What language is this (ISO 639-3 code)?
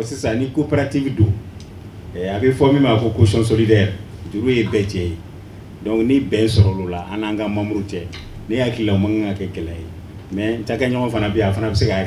bam